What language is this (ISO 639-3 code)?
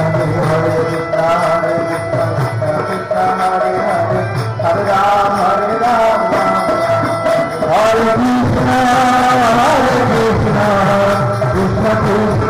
ori